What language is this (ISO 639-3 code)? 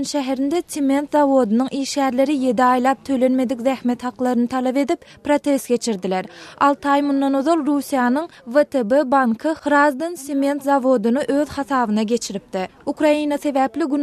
tuk